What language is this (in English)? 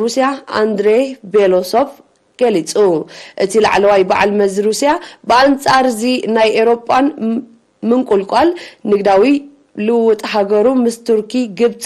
Tigrinya